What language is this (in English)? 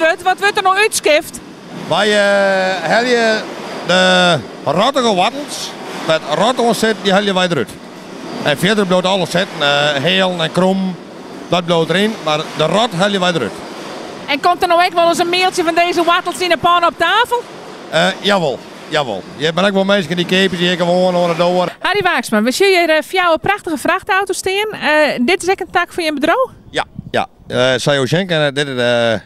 Western Frisian